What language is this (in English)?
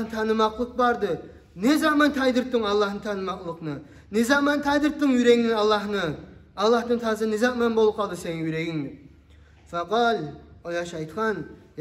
Kumyk